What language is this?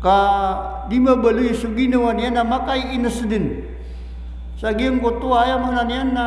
Maranao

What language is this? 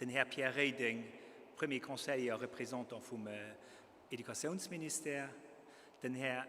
Luxembourgish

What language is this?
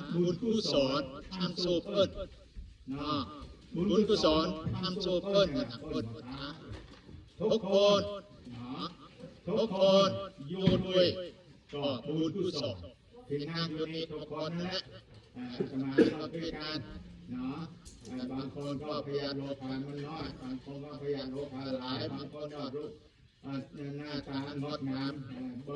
Northeastern Thai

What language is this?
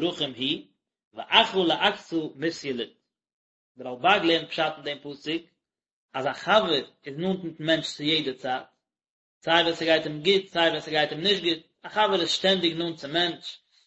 Yiddish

